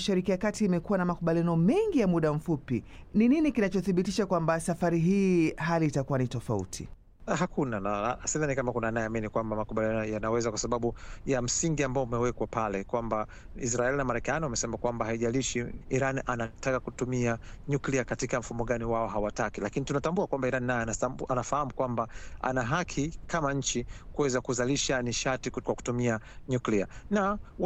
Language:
Swahili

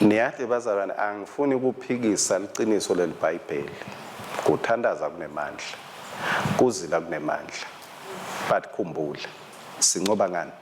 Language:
Swati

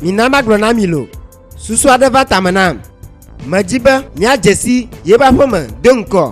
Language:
Ewe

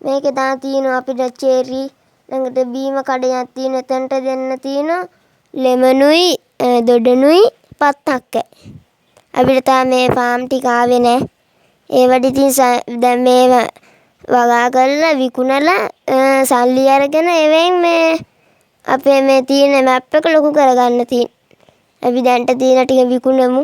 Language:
Sinhala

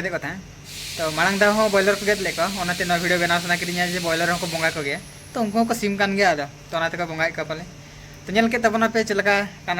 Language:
Santali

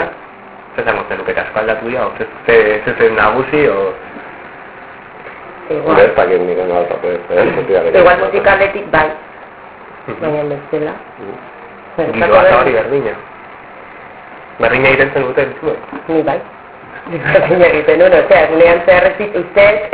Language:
Basque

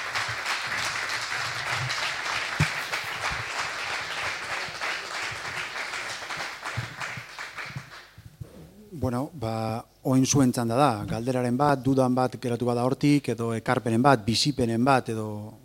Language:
Basque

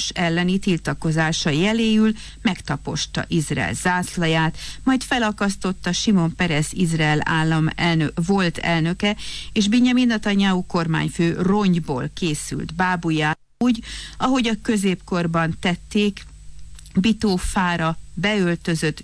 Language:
Hungarian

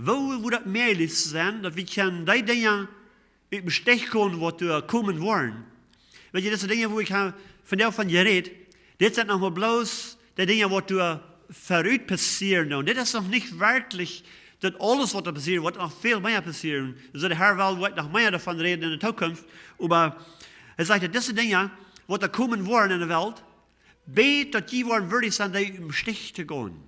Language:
Plautdietsch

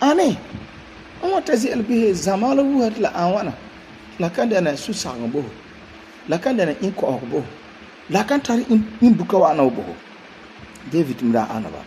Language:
Frafra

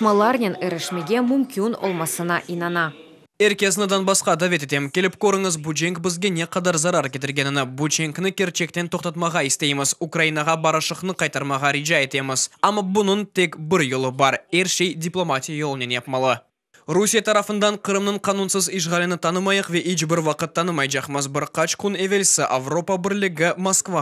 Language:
Crimean Tatar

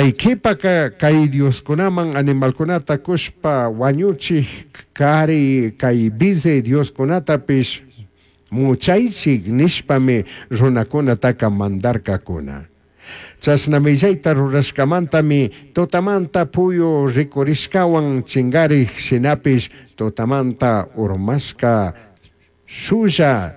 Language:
Chimborazo Highland Quichua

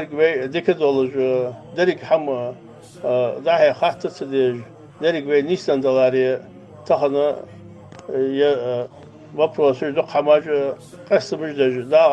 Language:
Ingush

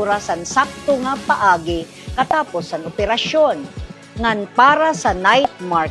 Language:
Waray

